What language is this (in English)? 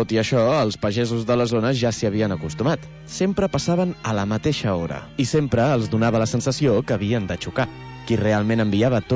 Catalan